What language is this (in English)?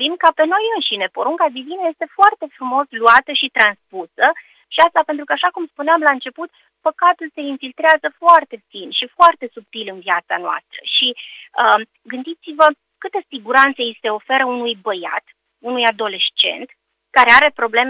Romanian